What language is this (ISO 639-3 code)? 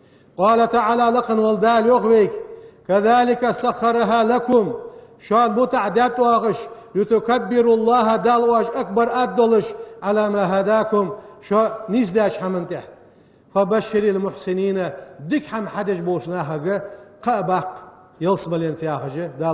inh